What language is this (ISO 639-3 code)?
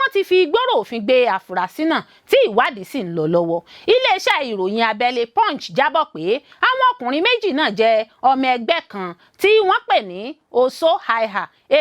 yor